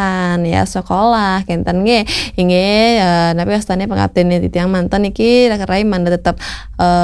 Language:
Balinese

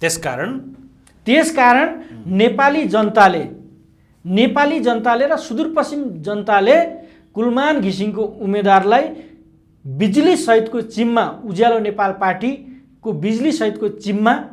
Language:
Nepali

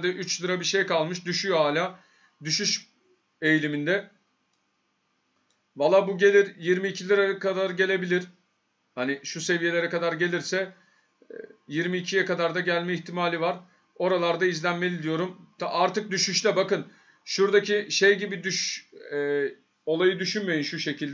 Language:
Turkish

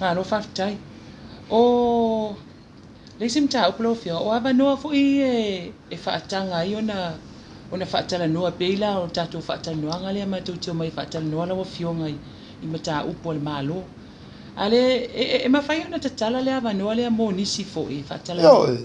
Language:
Samoan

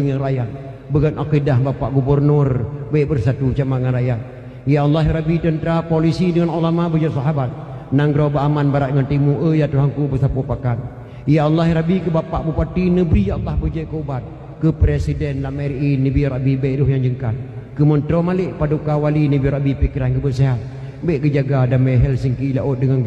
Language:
Achinese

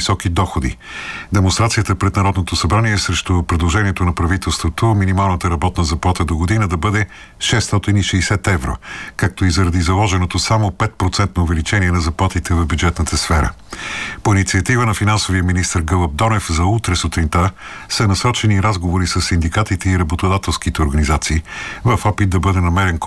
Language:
Bulgarian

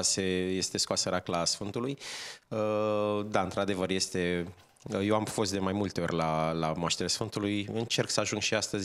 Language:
Romanian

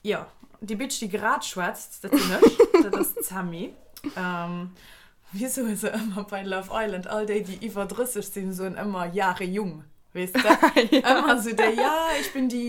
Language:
Luxembourgish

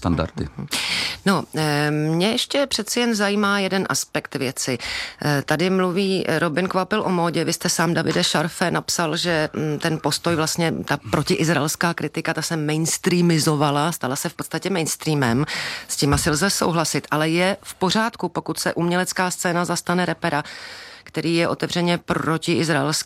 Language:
Czech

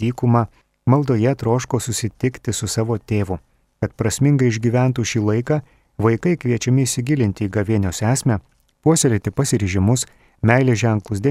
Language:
Lithuanian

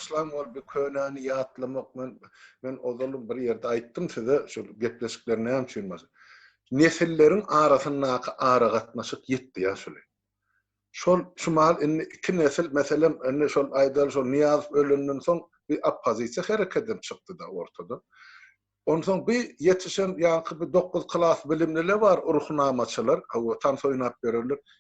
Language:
Turkmen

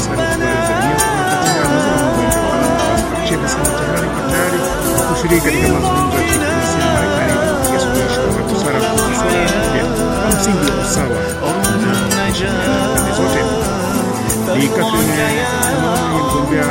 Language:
Swahili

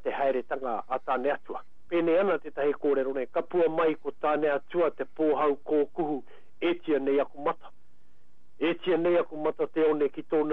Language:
Māori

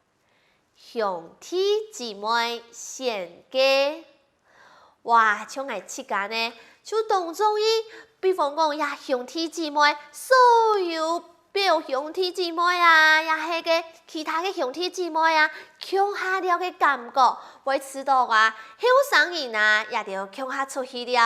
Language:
Hakka Chinese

